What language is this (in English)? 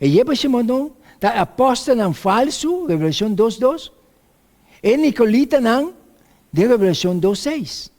Papiamento